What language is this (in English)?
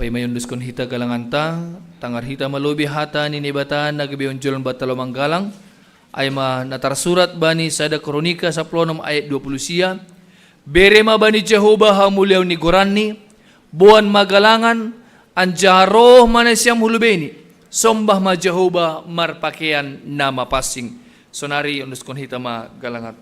Batak Simalungun